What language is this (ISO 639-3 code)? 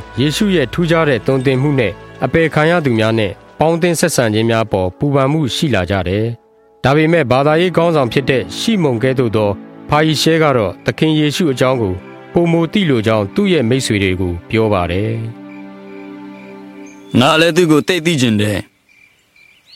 mya